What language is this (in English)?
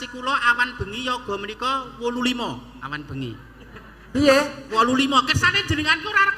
Javanese